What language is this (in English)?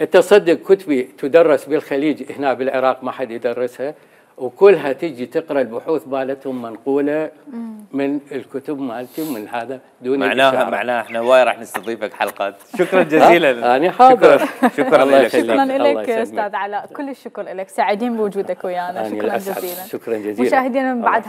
Mesopotamian Arabic